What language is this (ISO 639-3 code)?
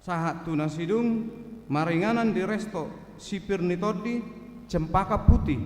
bbc